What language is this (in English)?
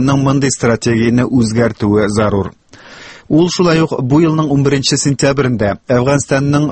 Tatar